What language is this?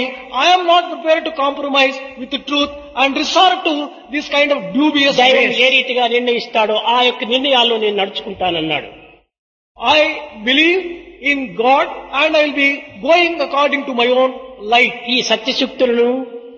Telugu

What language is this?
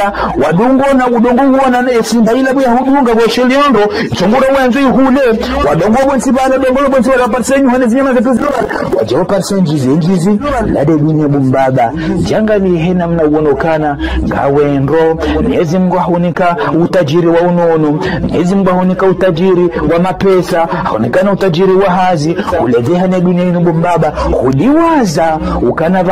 Ngazidja Comorian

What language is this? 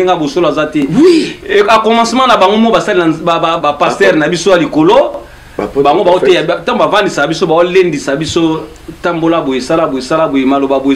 Lingala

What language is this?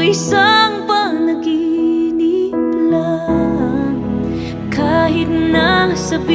Filipino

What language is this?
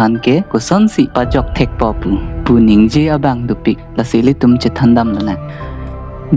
Karbi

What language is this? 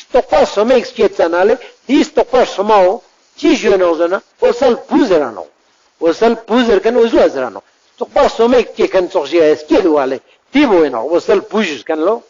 Ladakhi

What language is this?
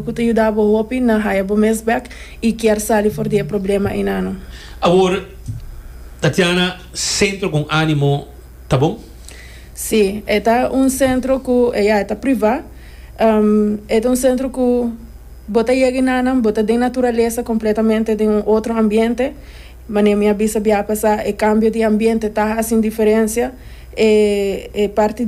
Papiamento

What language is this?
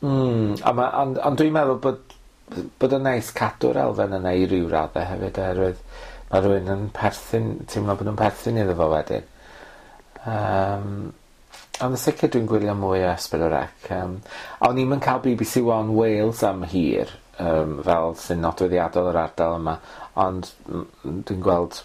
Welsh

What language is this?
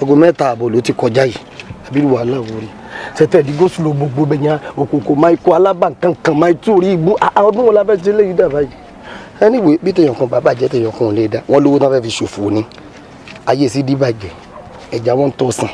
Yoruba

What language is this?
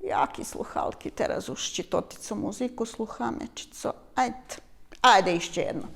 Rusyn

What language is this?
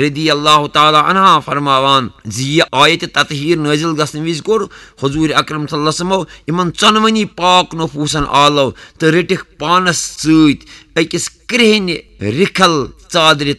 Kashmiri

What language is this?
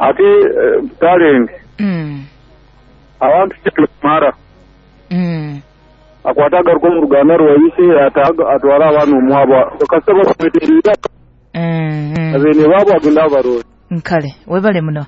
Nyoro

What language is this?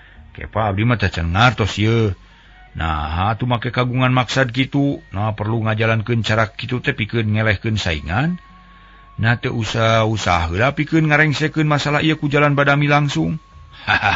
Sundanese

